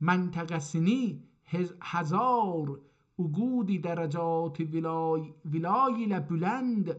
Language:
South Azerbaijani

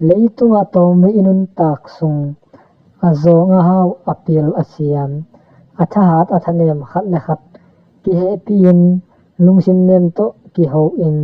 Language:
Tedim Chin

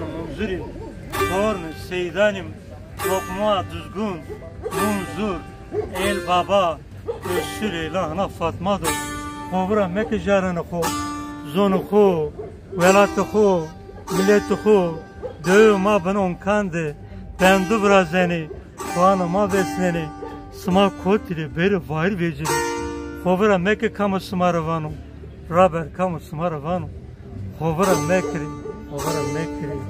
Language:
Zaza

